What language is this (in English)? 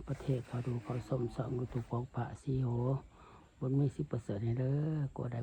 Lao